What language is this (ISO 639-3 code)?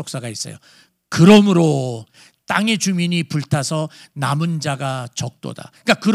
kor